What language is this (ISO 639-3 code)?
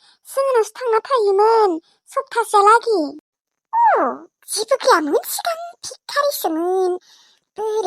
brx